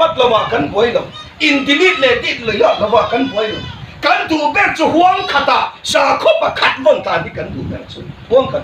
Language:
Hmar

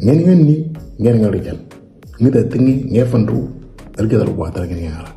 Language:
Moro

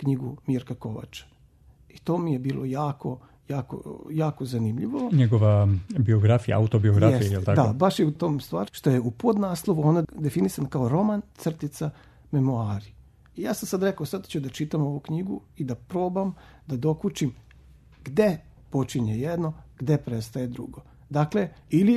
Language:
Serbian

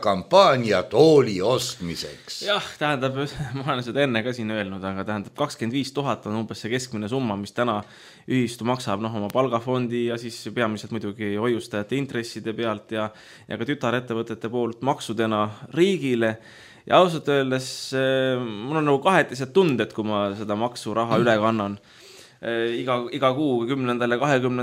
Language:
Estonian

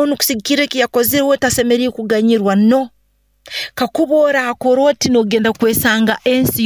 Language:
Nyoro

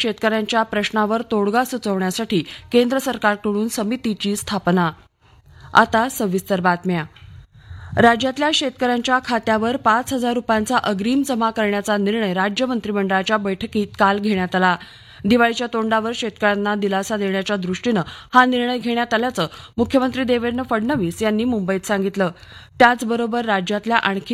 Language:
Marathi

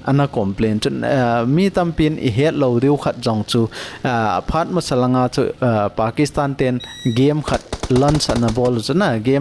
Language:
Thado Chin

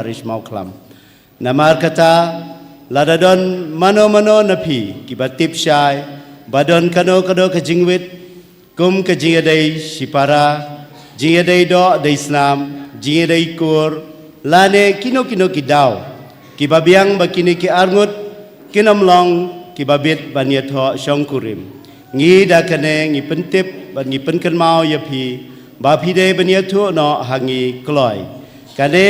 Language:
Khasi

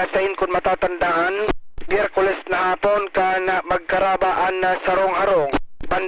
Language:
Bikol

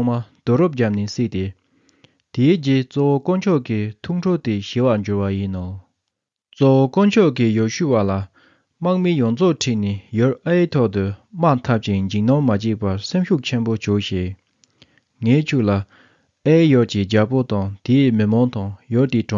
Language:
Tibetan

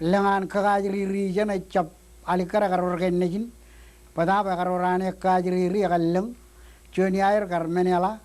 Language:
Marshallese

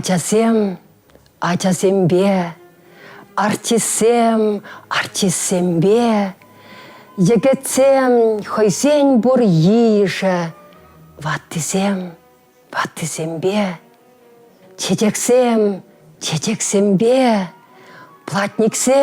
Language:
Chuvash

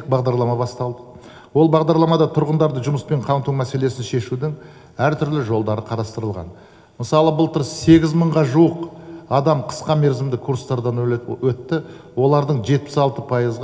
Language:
Kazakh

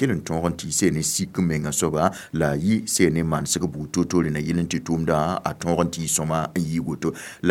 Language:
Mossi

